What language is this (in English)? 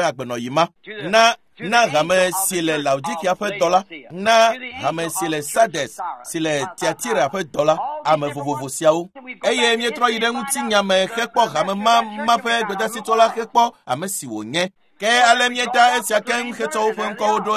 Ewe